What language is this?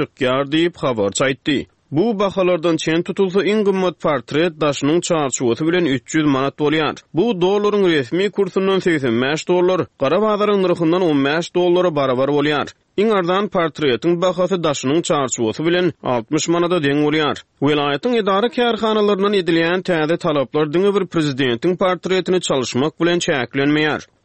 Turkmen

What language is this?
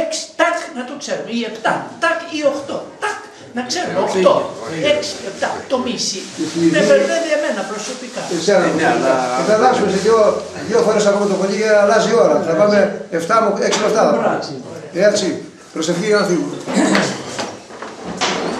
Greek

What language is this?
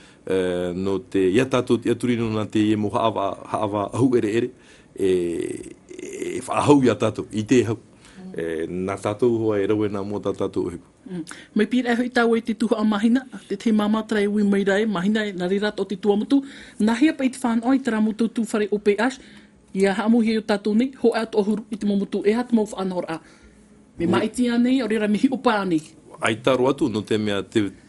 Tahitian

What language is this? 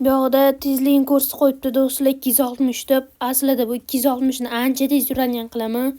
Uzbek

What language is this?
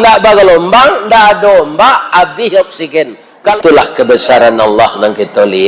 Minangkabau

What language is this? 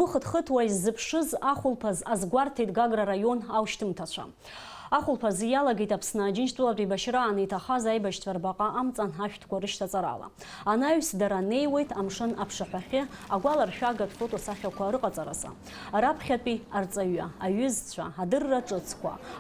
Abkhazian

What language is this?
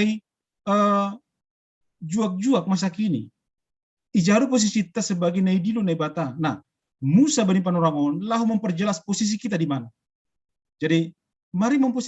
Batak Simalungun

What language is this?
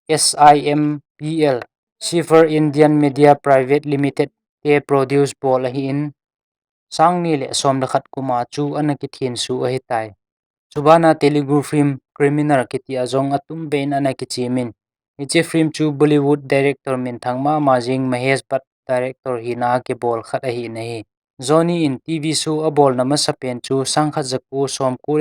Thado Chin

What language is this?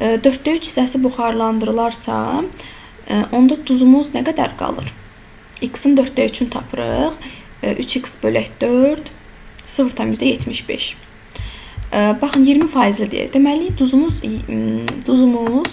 Azerbaijani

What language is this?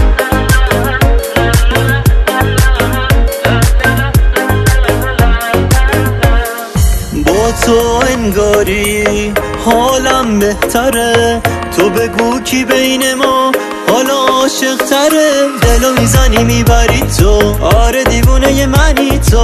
Persian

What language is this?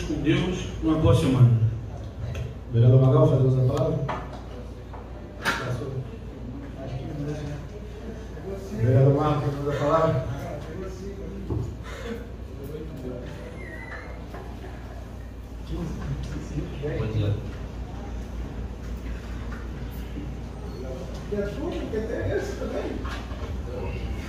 Portuguese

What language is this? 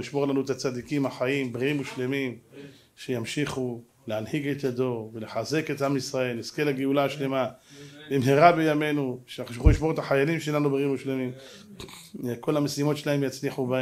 Hebrew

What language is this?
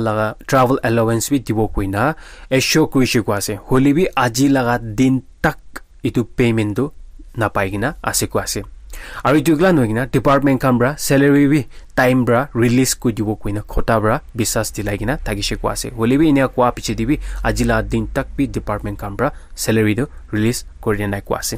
Naga Pidgin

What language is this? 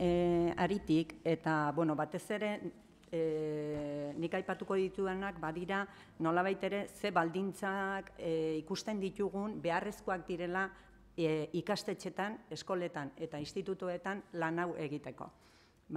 Basque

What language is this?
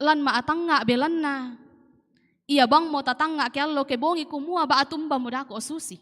Toraja-Sa'dan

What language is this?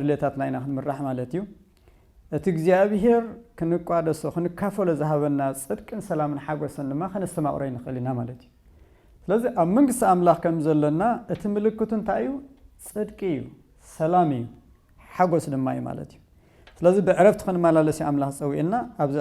Tigrinya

